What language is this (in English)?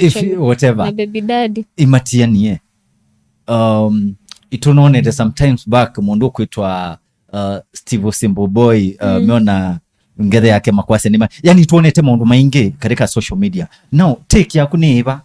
Kamba